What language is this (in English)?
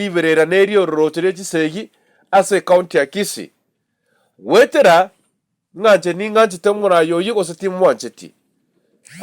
Gusii